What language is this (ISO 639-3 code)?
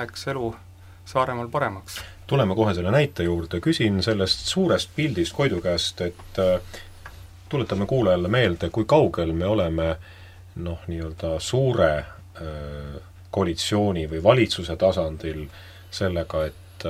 est